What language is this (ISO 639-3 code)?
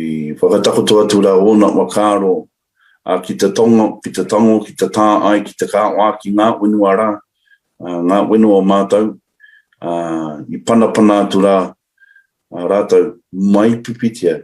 mri